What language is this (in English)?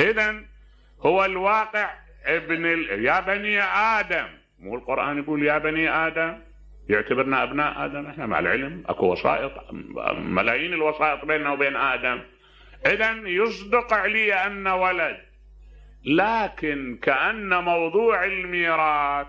Mesopotamian Arabic